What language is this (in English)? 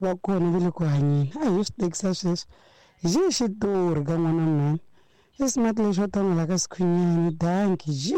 Tsonga